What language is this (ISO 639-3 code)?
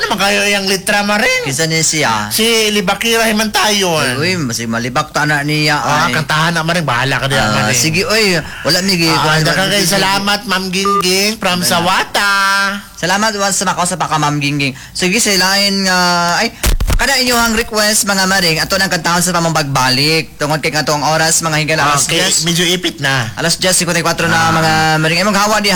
ceb